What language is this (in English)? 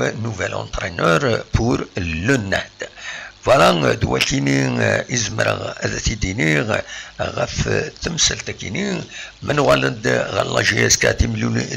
Kabyle